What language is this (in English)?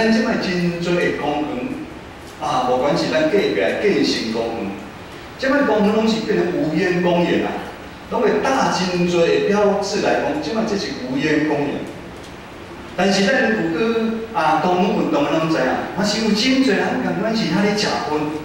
Min Nan Chinese